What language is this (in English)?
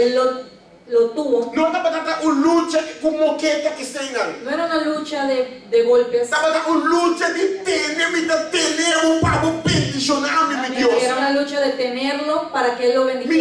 Papiamento